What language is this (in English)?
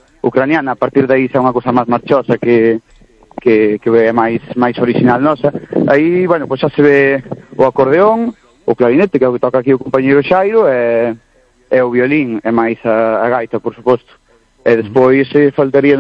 Galician